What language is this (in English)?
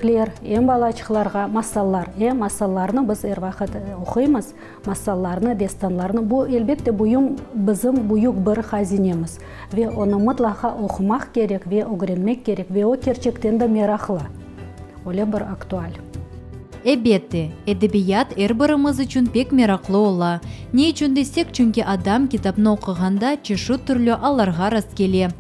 Crimean Tatar